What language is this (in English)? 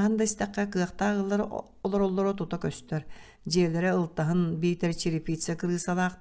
Yakut